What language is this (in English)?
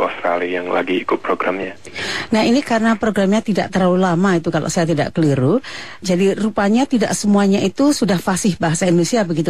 Indonesian